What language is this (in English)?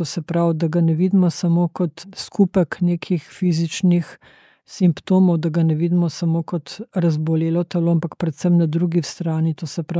Slovenian